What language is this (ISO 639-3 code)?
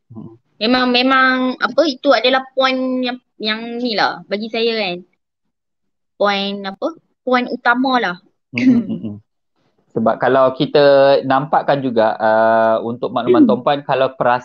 msa